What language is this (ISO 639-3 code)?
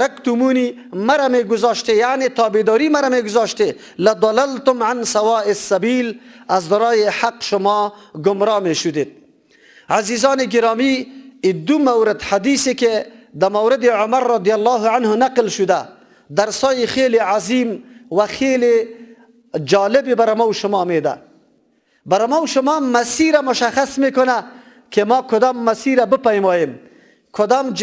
fas